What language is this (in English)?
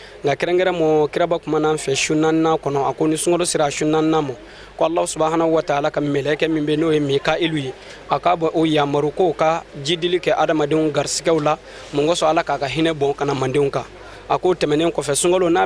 Bambara